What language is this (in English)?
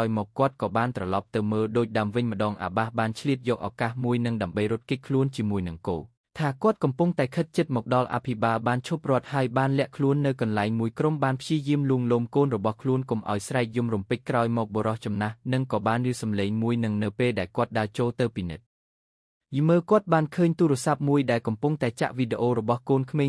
Khmer